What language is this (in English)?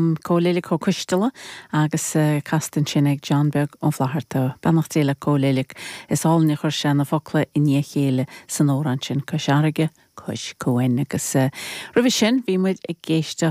Irish